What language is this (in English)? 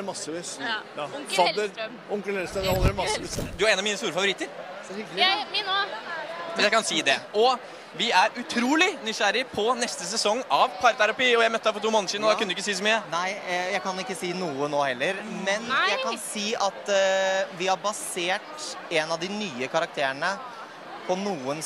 Norwegian